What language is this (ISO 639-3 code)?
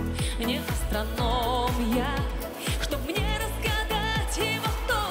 rus